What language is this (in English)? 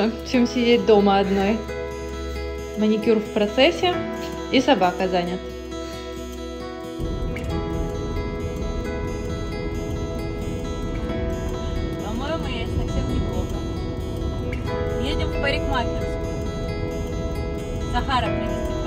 Russian